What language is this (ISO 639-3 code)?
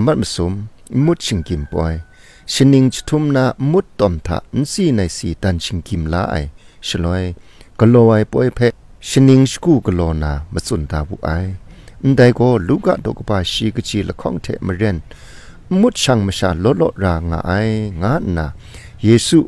kac